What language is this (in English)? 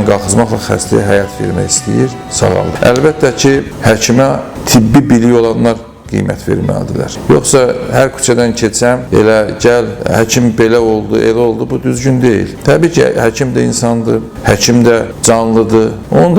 Azerbaijani